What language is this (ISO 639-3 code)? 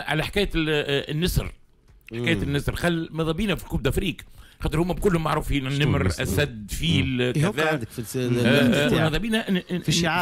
aeb